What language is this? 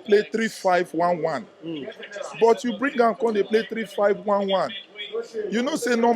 Nigerian Pidgin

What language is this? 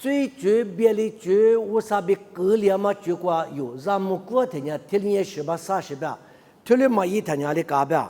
Lisu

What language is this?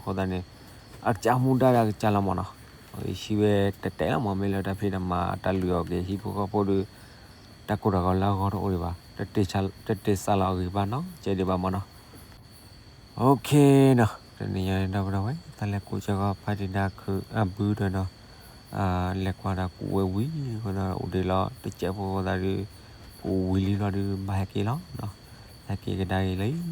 S'gaw Karen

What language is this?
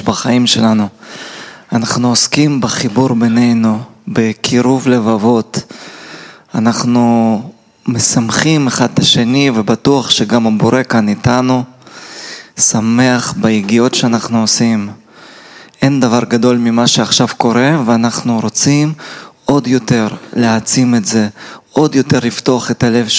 Hebrew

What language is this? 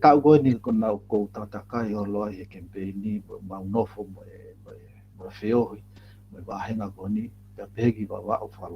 Tongan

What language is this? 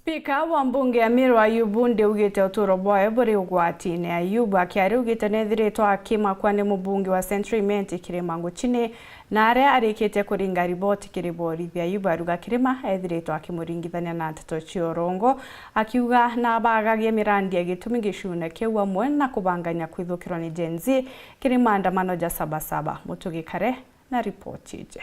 Meru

